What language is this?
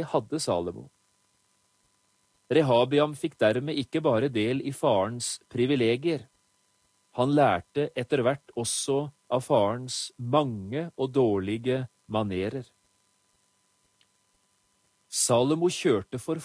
Norwegian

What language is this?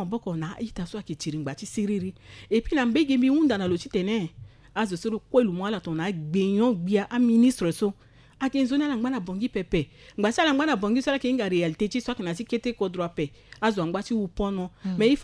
Sango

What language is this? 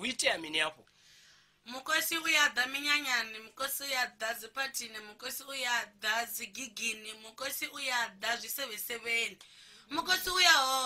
Venda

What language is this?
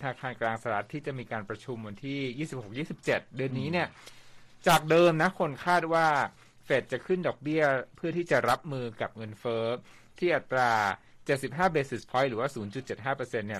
Thai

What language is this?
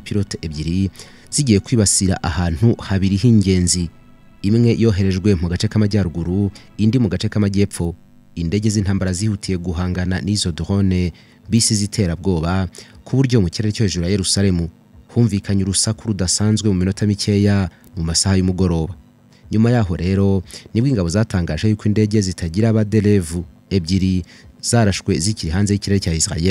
Kinyarwanda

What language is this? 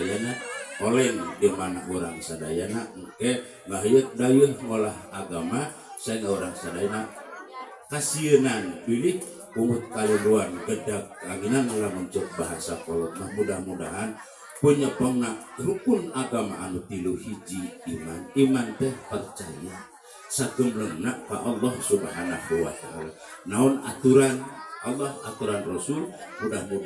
Sundanese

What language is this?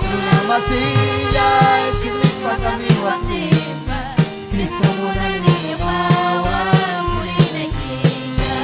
Ayacucho Quechua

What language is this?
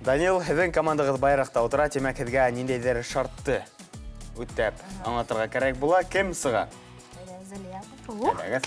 Bashkir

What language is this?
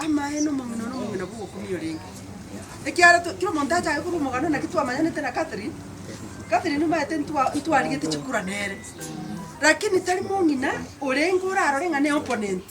Gusii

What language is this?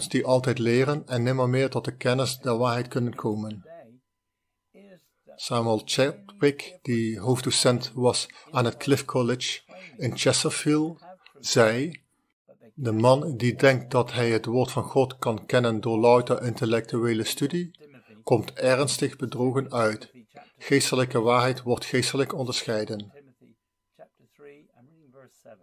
Dutch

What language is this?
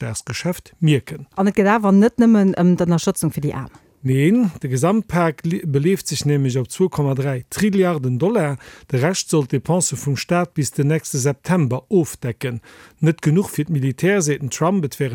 Luxembourgish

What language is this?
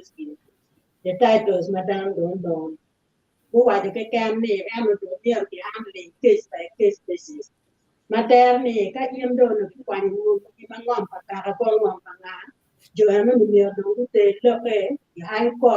Acoli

